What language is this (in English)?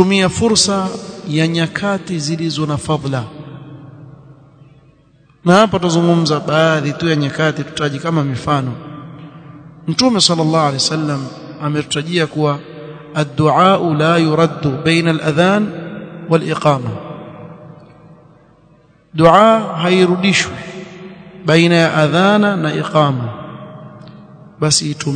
Swahili